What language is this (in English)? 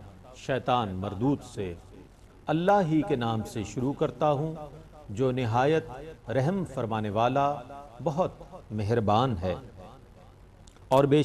Urdu